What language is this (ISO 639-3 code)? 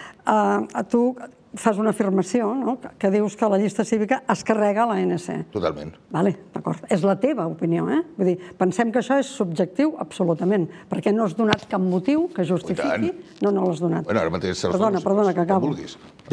cat